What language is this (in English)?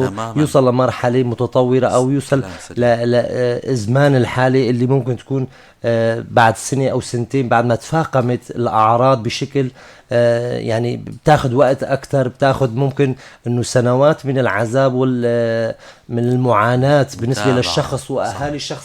North Levantine Arabic